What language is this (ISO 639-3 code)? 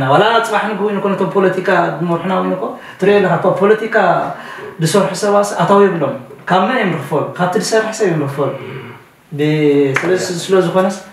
tir